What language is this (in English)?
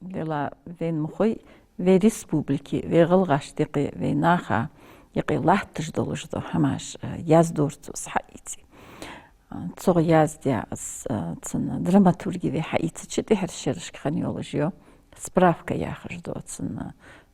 Ingush